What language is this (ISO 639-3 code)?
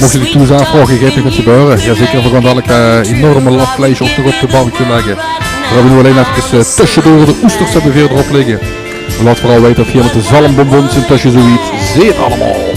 lim